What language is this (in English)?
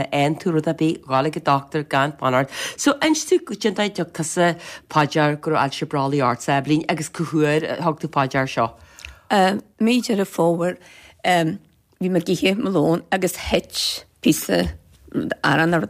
Irish